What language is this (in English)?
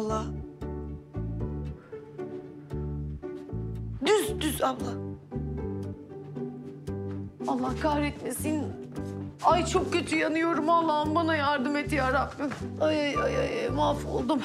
Turkish